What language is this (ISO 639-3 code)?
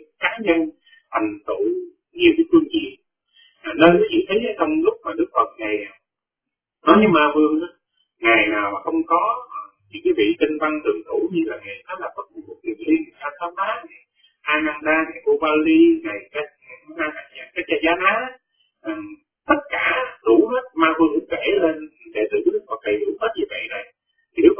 vie